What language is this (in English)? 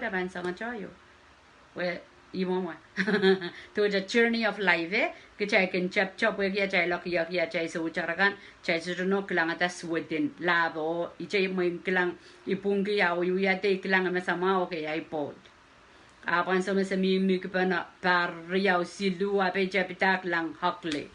Pohnpeian